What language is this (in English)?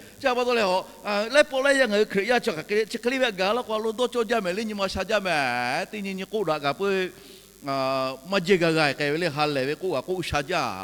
Lahu